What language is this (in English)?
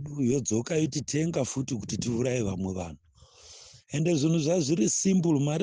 Shona